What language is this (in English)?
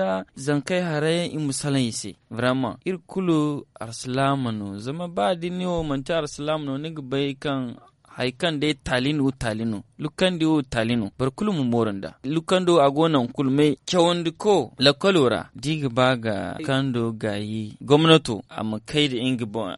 Zarma